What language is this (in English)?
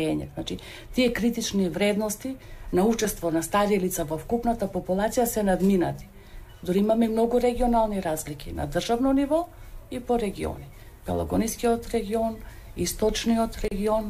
Macedonian